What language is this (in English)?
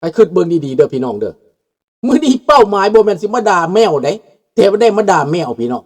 Lao